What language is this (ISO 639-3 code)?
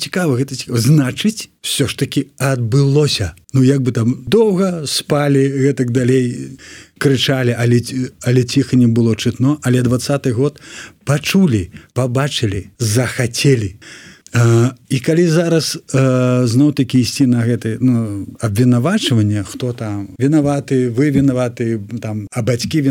bel